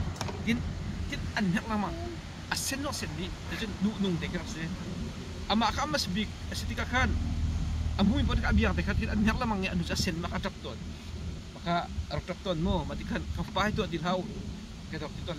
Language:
Hakha Chin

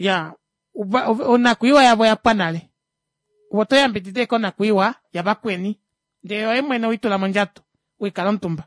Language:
Kuanyama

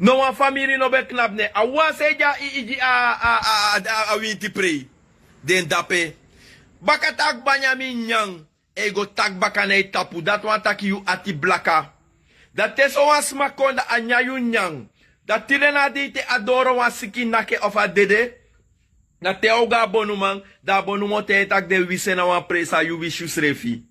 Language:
Sranan Tongo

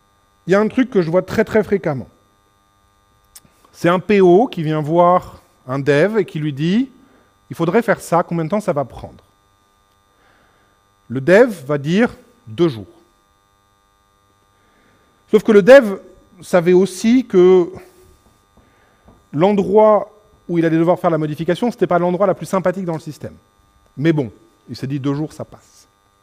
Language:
French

